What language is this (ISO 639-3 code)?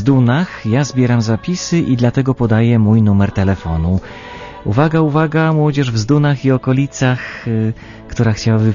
pol